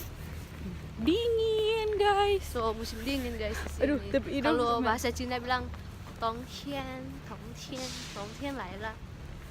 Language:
Manado Malay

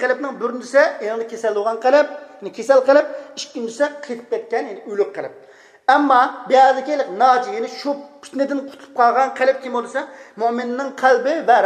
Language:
Uyghur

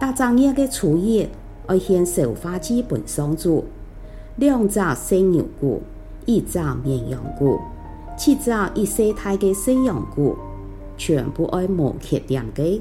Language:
Hakka Chinese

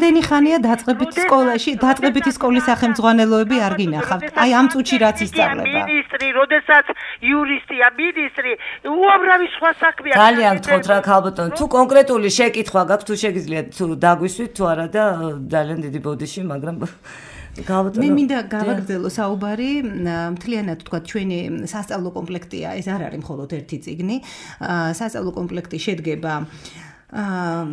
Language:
Georgian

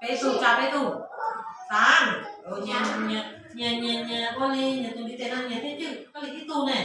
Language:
Hmong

